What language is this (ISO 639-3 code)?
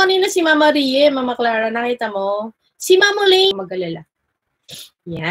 fil